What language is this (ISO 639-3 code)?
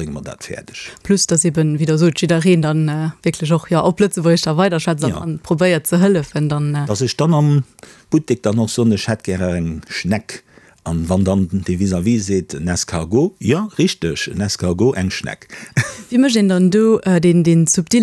ltz